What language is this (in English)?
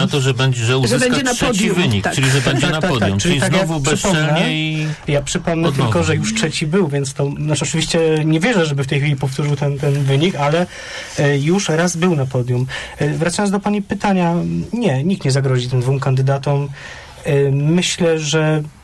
Polish